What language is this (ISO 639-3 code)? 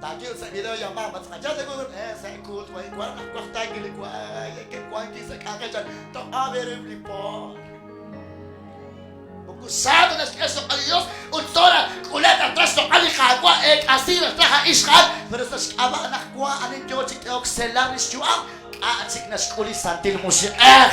kek